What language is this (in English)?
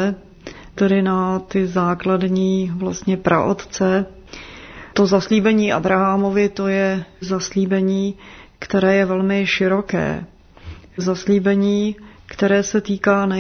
Czech